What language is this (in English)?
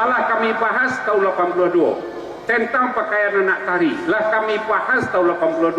Minangkabau